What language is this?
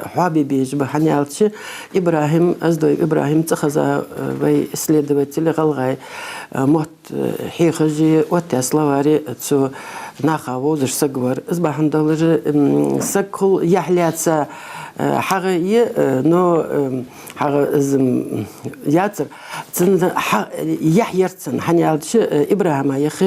Ingush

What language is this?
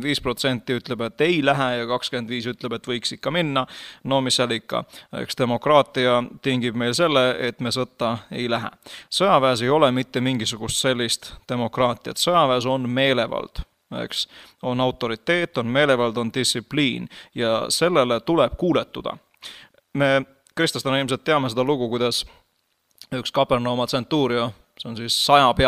Estonian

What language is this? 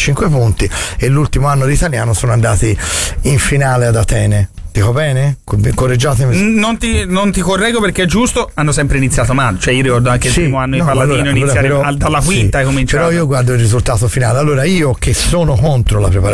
Italian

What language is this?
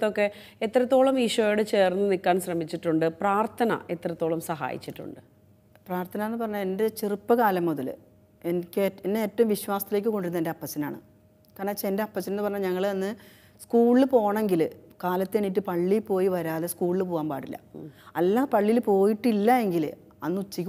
Malayalam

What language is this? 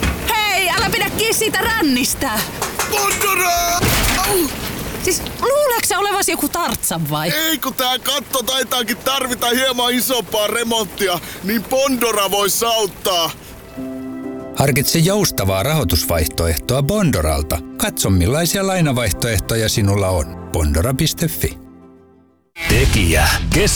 Finnish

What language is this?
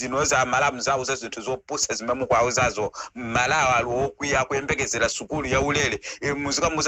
Nyanja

